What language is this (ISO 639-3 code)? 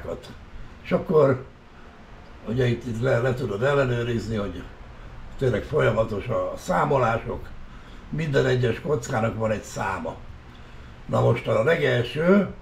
hun